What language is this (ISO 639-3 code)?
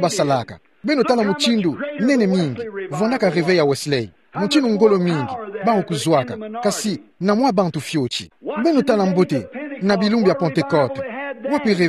ktu